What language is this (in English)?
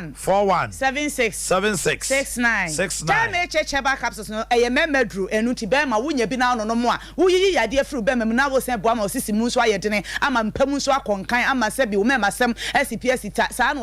Akan